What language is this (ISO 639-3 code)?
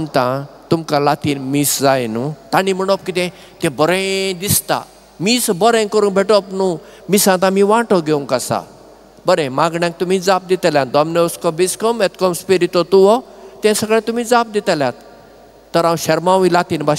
kok